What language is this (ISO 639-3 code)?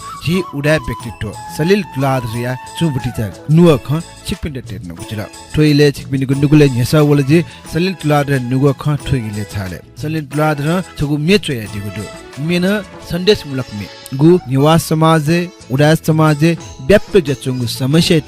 new